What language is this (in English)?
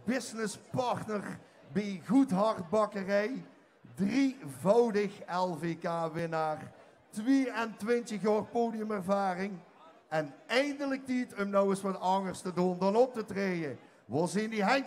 Limburgish